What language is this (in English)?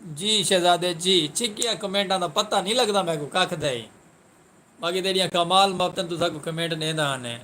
Saraiki